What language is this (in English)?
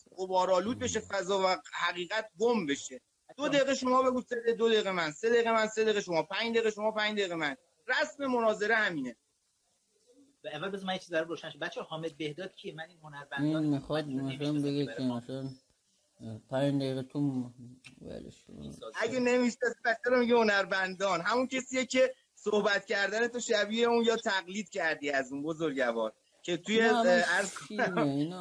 Persian